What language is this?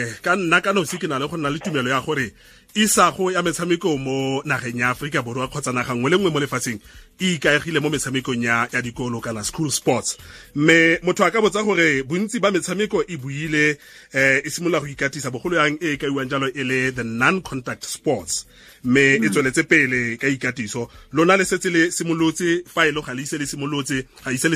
Tswana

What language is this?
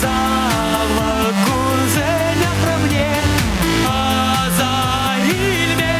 Chuvash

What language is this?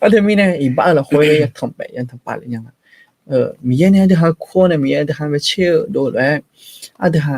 Akha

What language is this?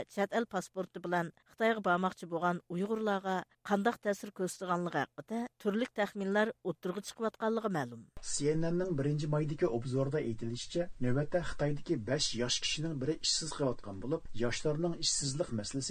Uyghur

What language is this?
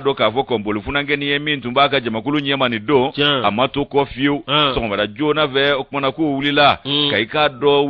Bambara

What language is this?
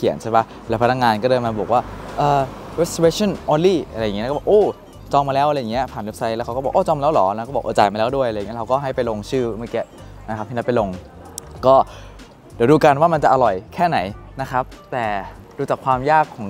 Thai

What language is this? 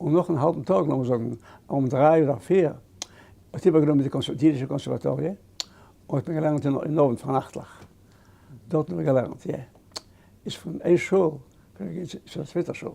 Yiddish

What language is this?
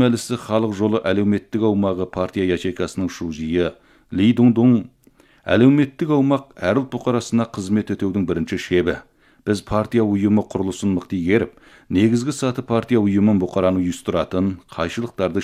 Kazakh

